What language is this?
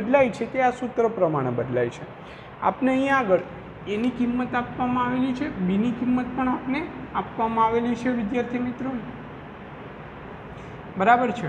Gujarati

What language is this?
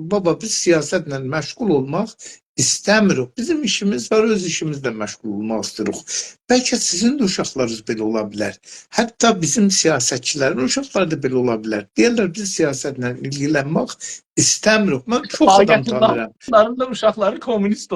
South Azerbaijani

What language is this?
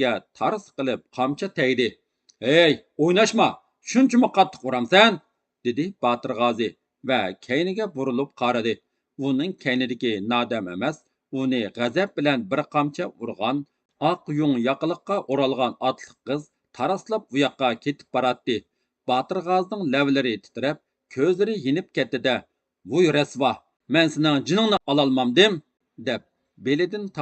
Uyghur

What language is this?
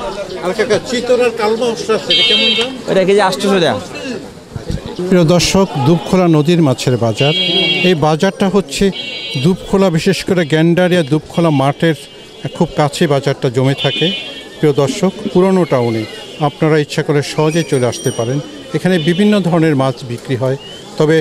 Bangla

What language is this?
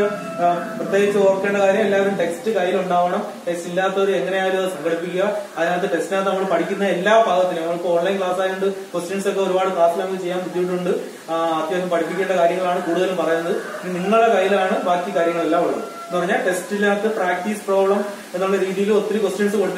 Malayalam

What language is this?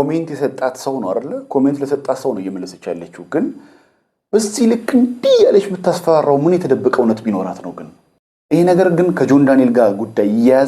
Amharic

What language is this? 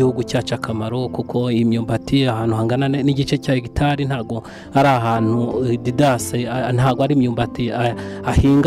Kinyarwanda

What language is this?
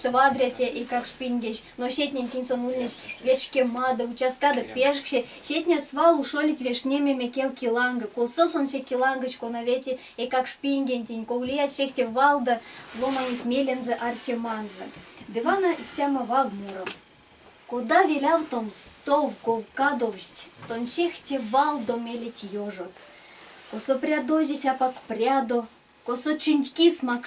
Erzya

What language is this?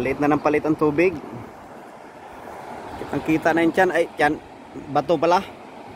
Filipino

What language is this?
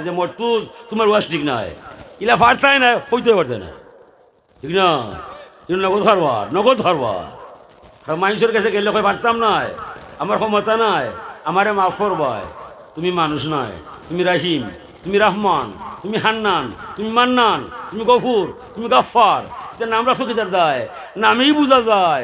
Sylheti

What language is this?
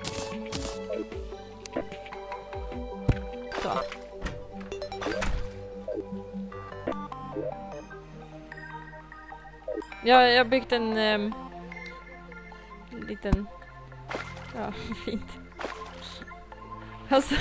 Swedish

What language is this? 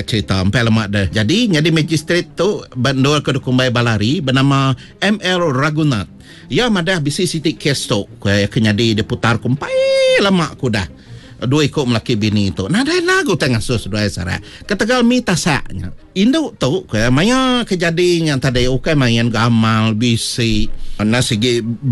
Iban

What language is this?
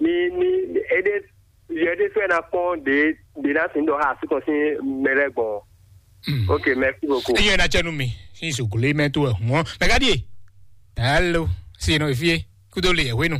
Fon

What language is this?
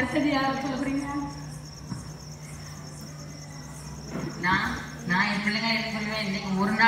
Tamil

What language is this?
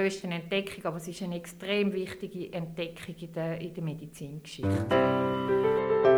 German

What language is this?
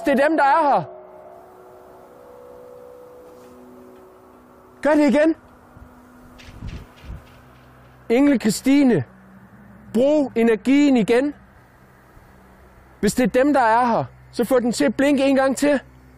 Danish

